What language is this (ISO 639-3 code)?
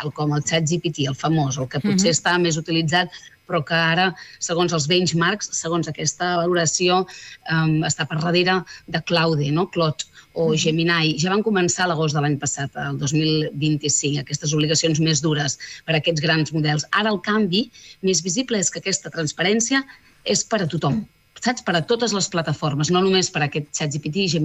cat